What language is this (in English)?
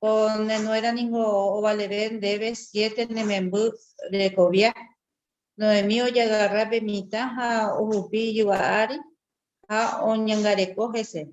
Guarani